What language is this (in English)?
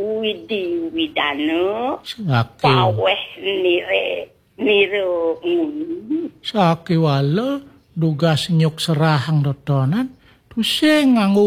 Balinese